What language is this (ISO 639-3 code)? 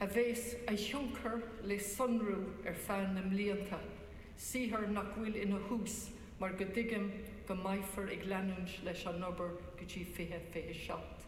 gle